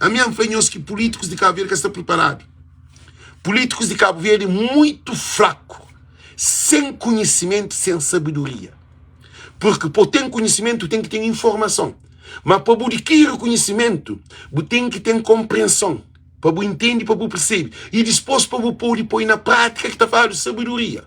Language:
Kabuverdianu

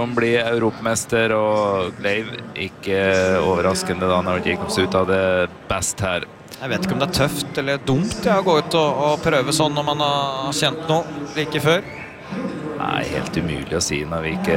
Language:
Norwegian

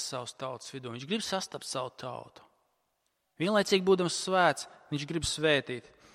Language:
Latvian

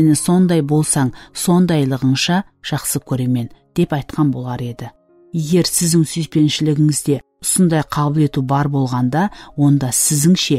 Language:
Kara-Kalpak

